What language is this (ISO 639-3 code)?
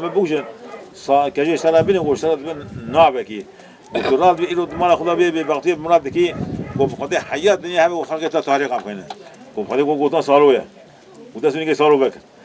kur